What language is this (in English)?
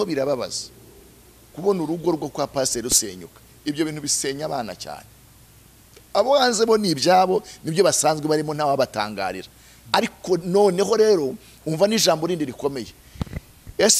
Kinyarwanda